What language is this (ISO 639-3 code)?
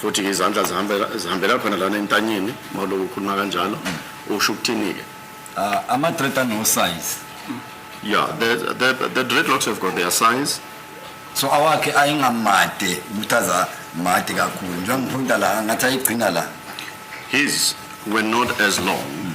zul